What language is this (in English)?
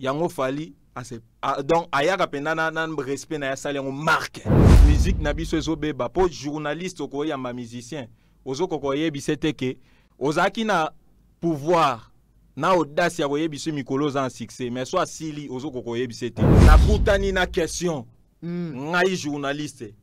Lingala